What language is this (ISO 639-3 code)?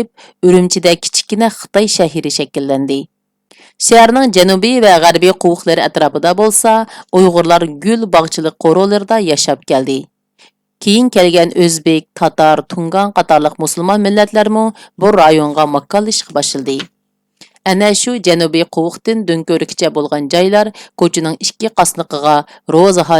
uig